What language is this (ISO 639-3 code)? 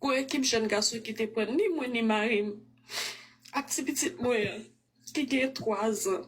hat